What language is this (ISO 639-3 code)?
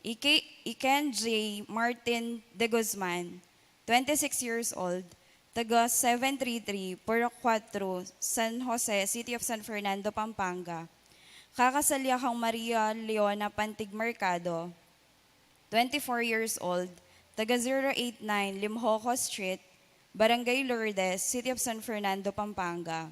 pam